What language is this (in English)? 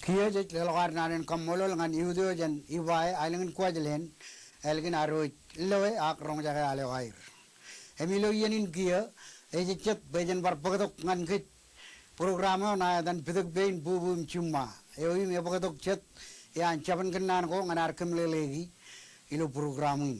Marshallese